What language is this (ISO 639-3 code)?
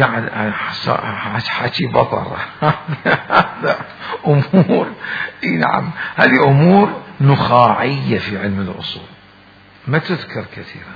acm